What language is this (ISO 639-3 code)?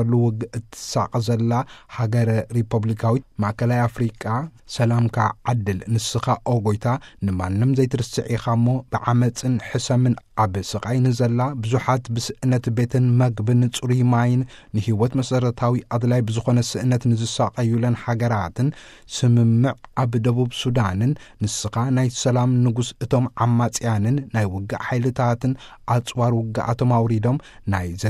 tir